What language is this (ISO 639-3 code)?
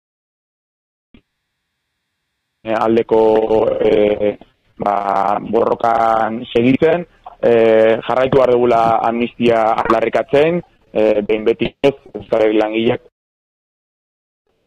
eus